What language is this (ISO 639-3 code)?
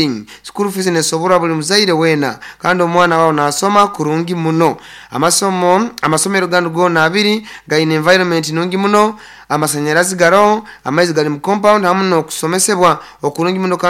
nyo